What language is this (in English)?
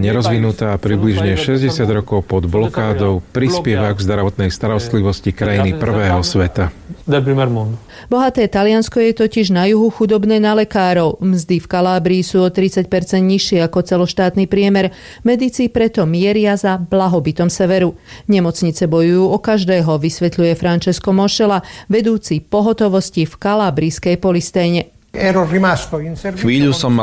Slovak